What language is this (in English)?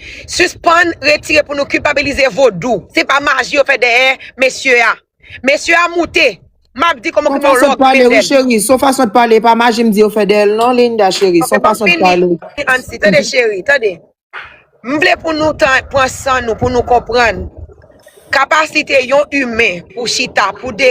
Haitian Creole